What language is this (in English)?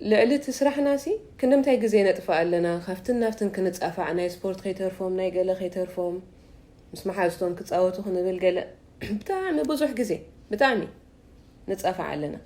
Tigrinya